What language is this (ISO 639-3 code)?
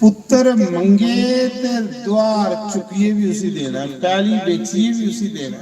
doi